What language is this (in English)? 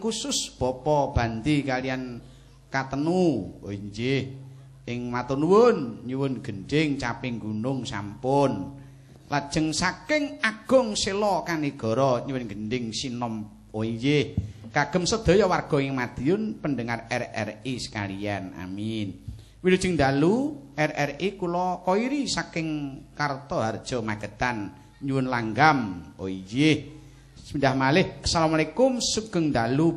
Javanese